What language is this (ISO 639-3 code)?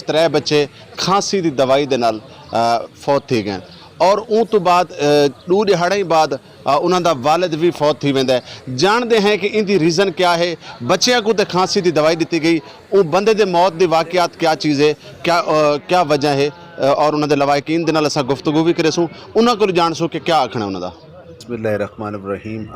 skr